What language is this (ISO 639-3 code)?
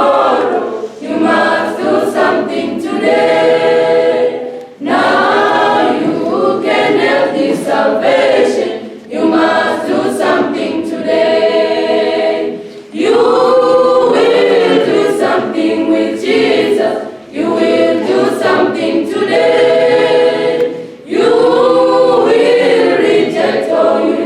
ven